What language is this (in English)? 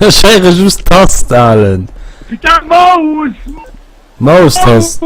Luxembourgish